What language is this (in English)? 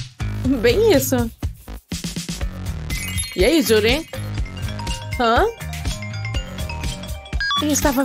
Portuguese